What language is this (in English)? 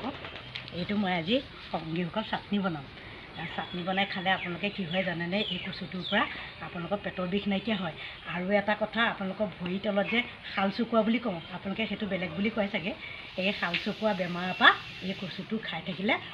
Assamese